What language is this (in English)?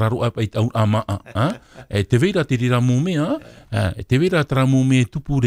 Tahitian